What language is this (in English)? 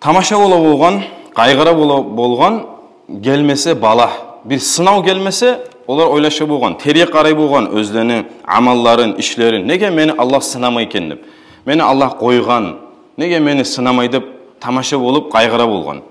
Kumyk